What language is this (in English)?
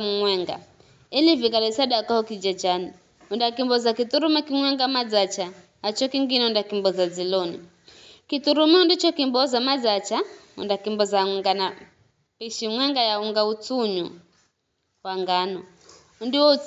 Giryama